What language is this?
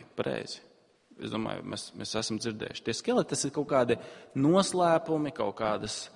Latvian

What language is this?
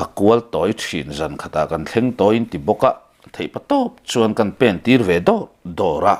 Mizo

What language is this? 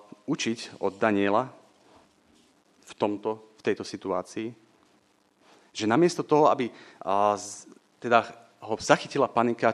Slovak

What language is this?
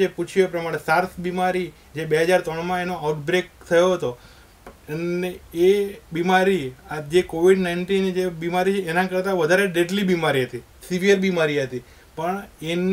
Gujarati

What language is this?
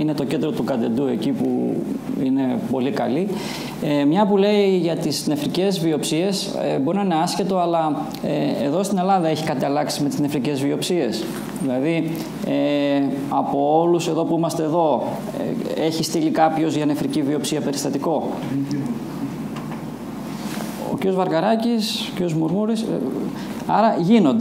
Greek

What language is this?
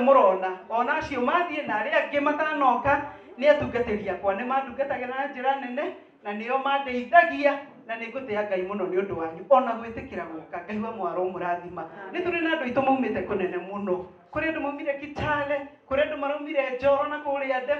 Kikuyu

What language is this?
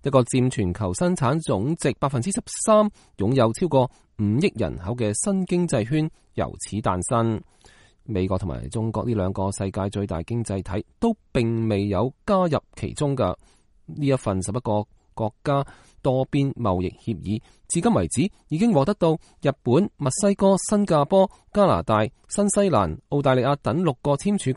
Cantonese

